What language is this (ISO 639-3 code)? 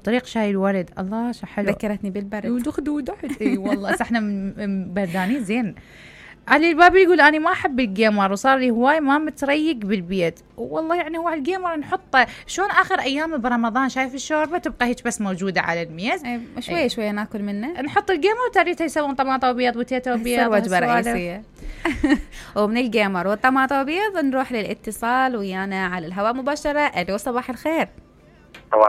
acm